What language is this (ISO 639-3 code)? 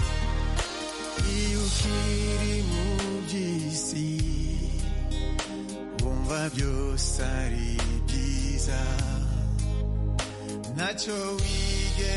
kin